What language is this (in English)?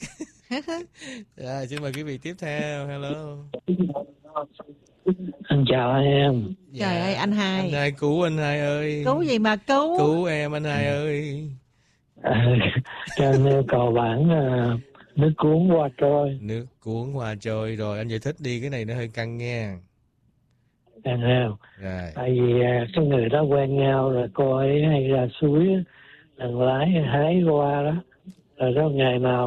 Vietnamese